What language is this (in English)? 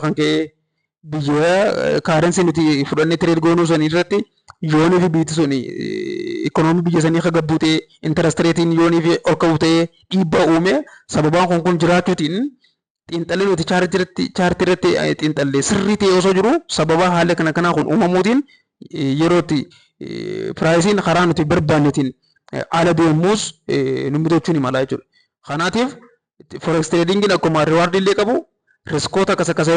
Oromo